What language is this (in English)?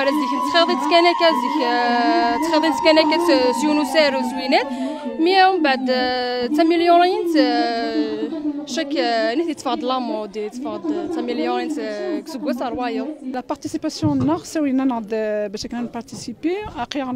Kabyle